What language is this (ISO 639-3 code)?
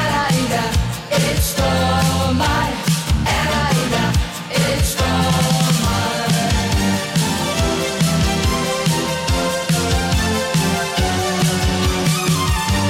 dan